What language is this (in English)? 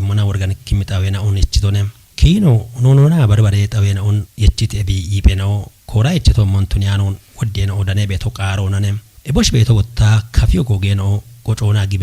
Kafa